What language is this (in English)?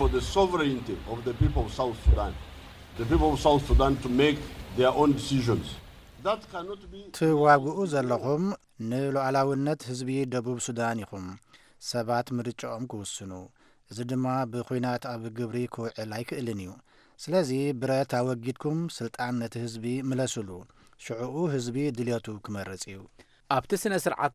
Tigrinya